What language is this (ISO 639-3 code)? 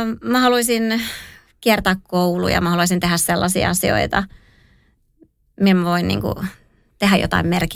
fin